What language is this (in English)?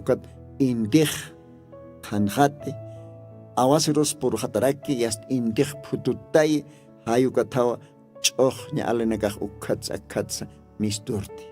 Aymara